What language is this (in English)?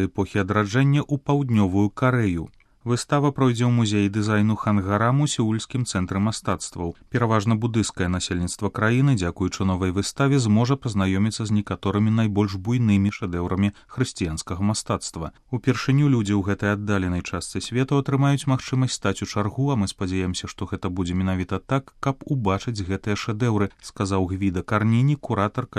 Belarusian